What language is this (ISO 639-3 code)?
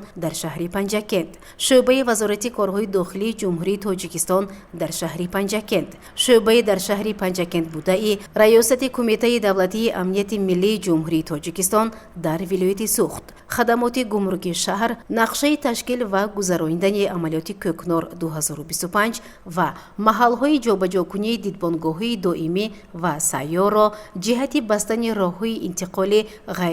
tgk